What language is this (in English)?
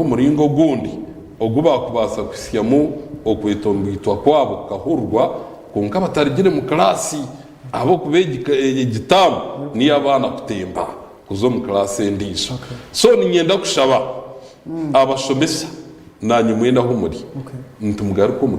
Nyankole